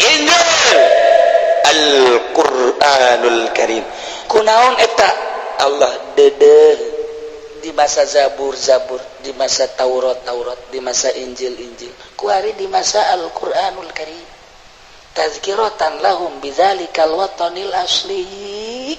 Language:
Sundanese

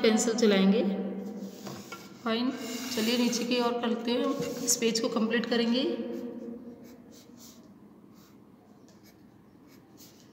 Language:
Hindi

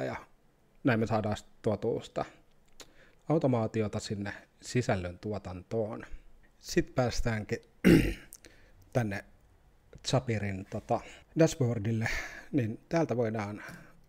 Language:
Finnish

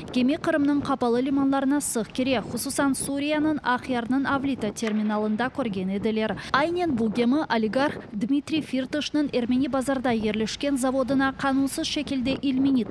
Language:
Crimean Tatar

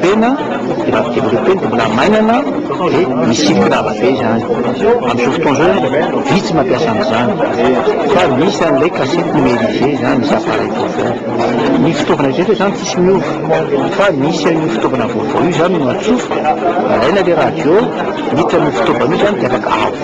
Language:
Malagasy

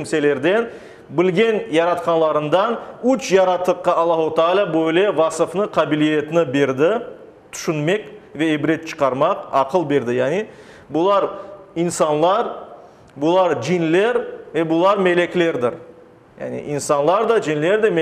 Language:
Crimean Tatar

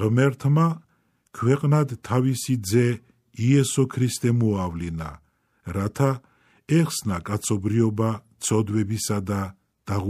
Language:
Georgian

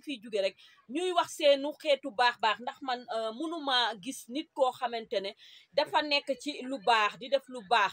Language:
Wolof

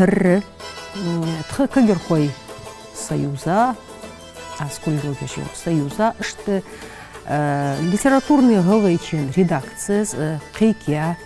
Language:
Ingush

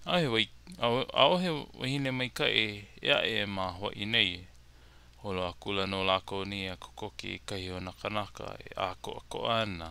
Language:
Hawaiian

